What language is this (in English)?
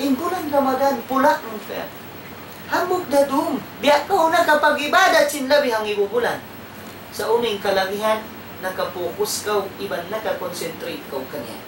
Tausug